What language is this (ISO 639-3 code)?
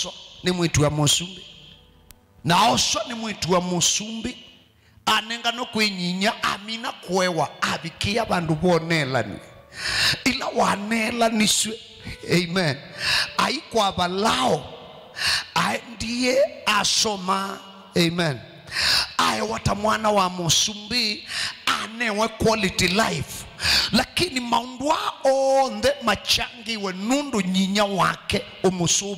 kam